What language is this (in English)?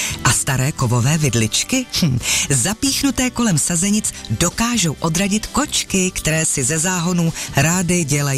Czech